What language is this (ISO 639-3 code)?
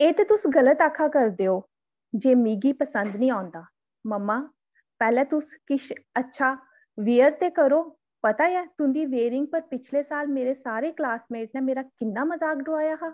doi